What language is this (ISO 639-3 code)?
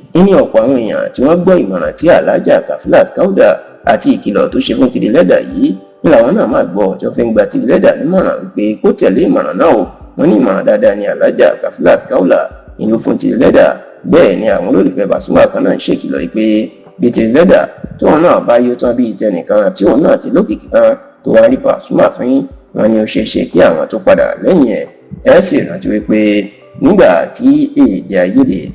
yor